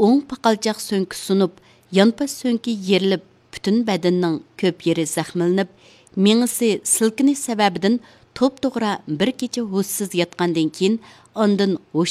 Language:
Uyghur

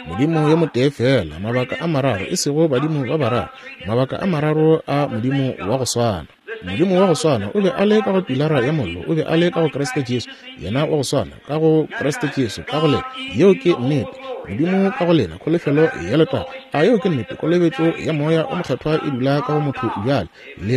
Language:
Northern Sotho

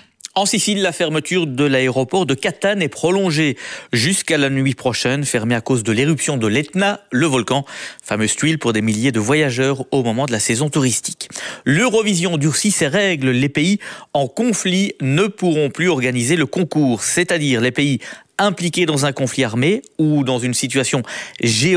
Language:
French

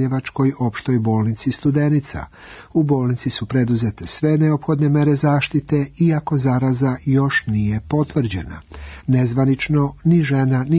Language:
Serbian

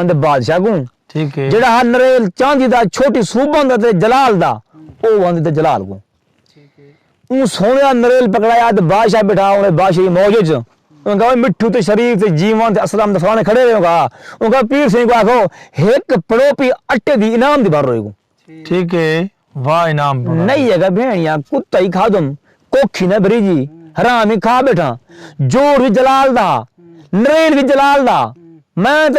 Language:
Saraiki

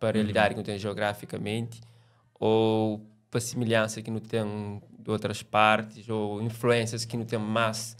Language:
Kabuverdianu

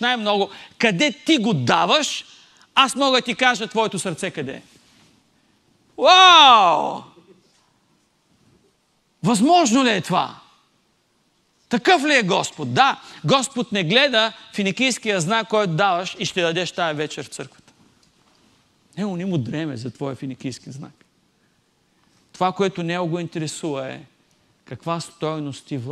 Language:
Bulgarian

